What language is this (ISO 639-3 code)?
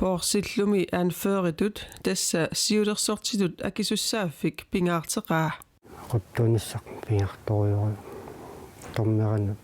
kal